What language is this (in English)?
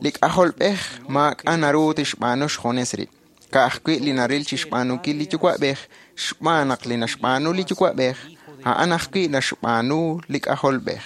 Kekchí